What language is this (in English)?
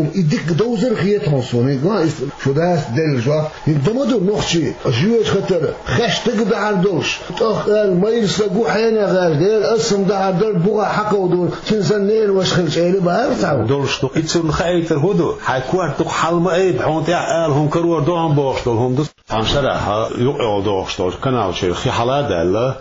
Chechen